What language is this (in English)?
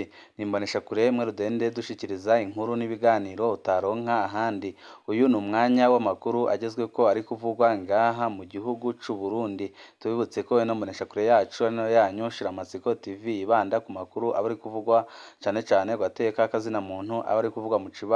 Rundi